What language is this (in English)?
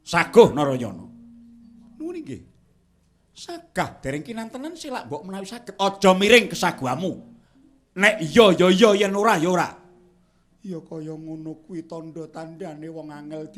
Javanese